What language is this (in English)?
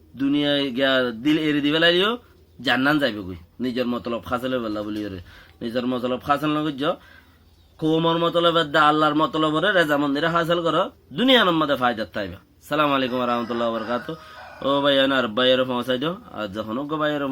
Rohingya